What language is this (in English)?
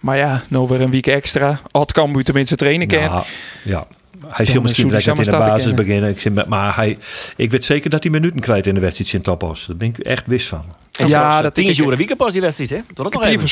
Western Frisian